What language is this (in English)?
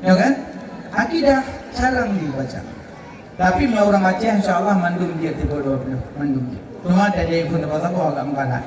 Achinese